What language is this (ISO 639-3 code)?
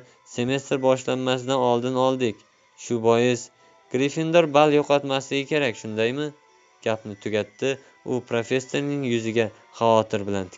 uzb